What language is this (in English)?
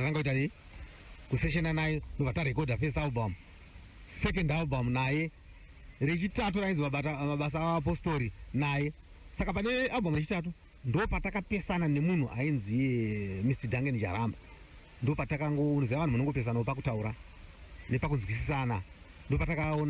Shona